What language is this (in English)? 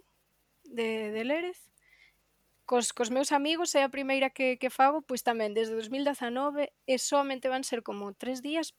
Galician